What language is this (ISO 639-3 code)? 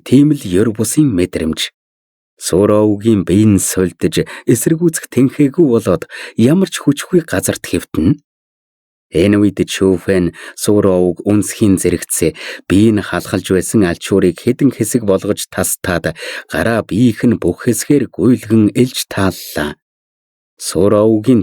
mon